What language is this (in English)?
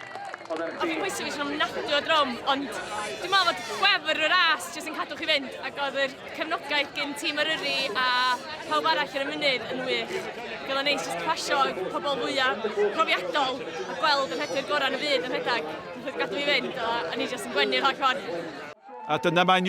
Welsh